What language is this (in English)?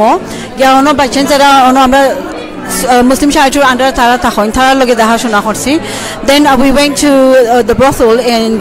Sylheti